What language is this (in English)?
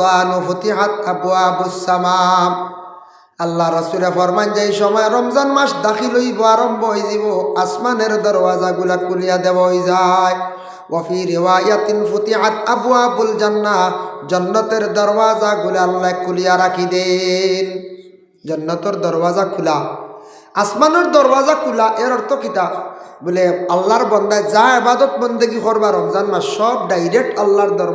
Sylheti